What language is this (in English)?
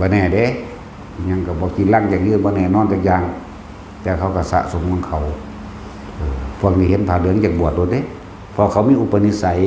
Northeastern Thai